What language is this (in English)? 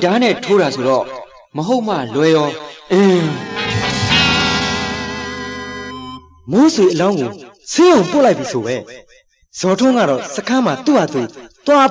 Burmese